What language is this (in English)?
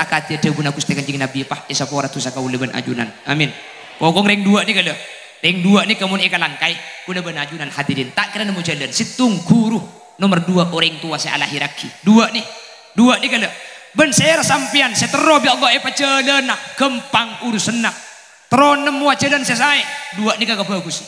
Madurese